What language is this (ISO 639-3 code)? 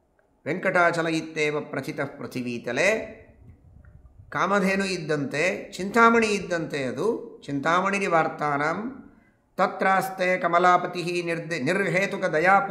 kan